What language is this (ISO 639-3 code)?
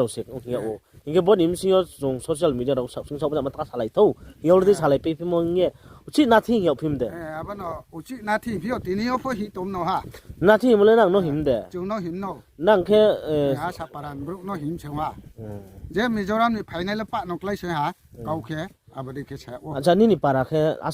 ria